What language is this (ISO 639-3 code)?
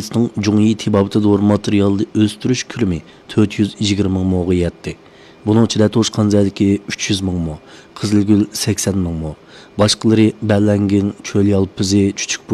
uig